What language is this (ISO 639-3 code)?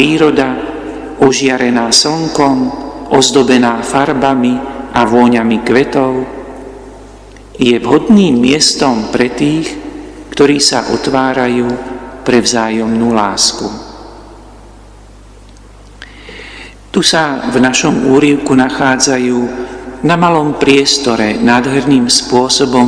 slk